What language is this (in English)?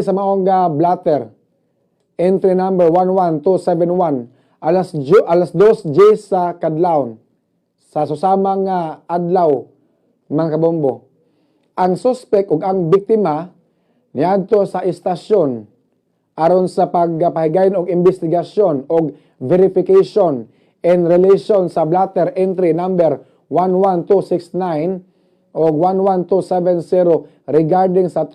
Cebuano